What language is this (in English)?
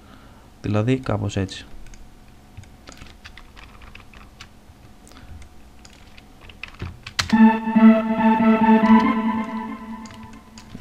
Greek